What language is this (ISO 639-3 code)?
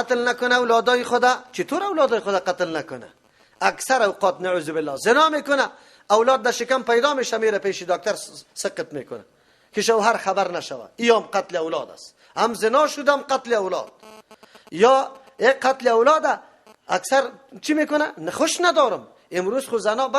fas